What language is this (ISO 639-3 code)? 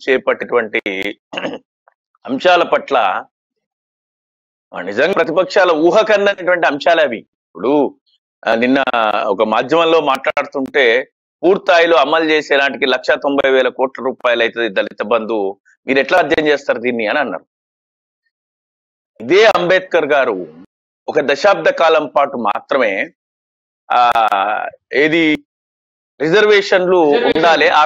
tel